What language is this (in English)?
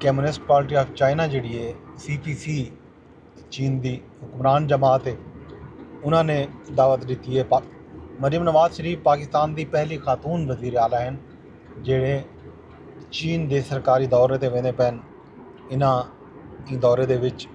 Saraiki